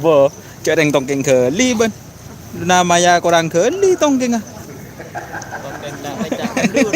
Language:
Madurese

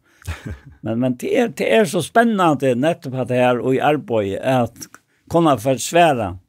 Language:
Faroese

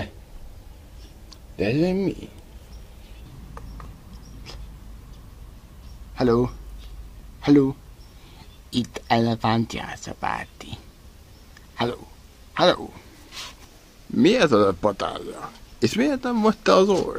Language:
Hungarian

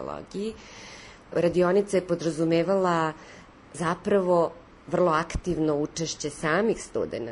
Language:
Serbian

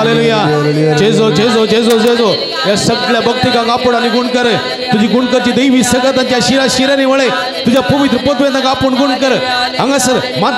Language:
Konkani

